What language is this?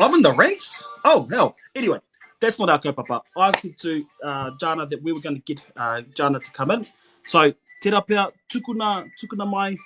Māori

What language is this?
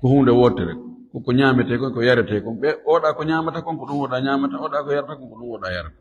Fula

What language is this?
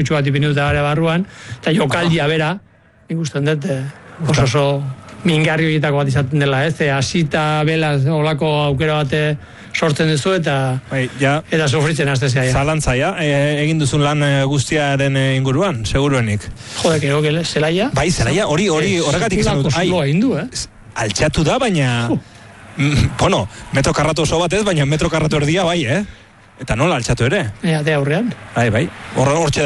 Basque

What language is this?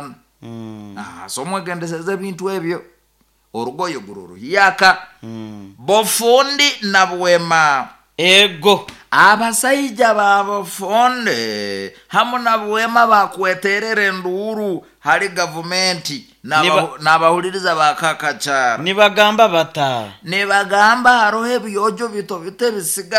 Nyoro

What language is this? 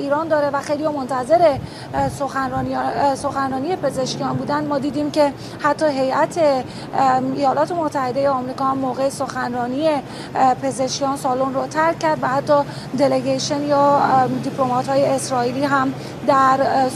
Persian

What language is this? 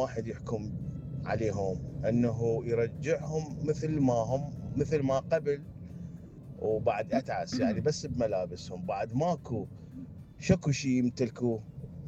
Mesopotamian Arabic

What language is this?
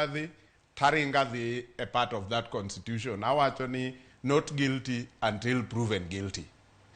Luo (Kenya and Tanzania)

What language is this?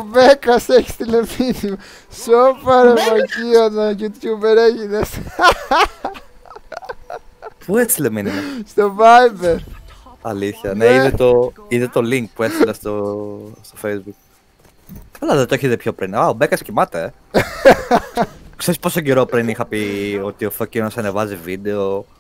Greek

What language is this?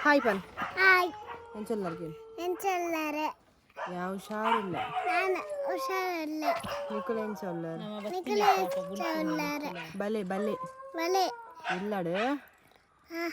Tulu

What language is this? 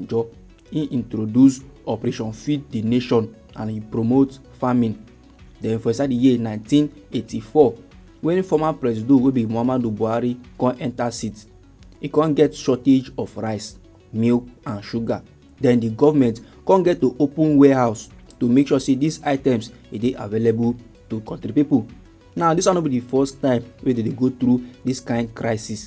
Nigerian Pidgin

